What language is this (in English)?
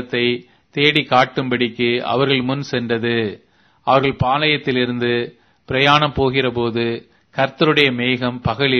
Tamil